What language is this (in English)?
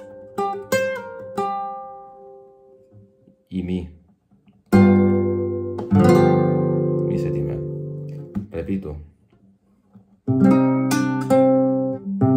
Spanish